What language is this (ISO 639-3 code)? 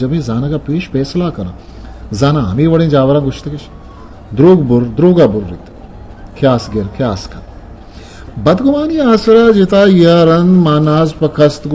bgp